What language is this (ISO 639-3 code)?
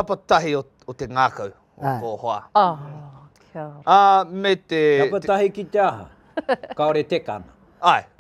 mri